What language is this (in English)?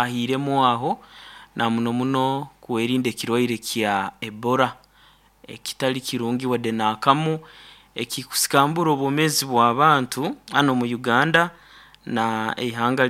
Nyoro